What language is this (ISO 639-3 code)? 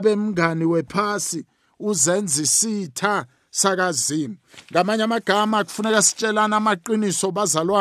nbl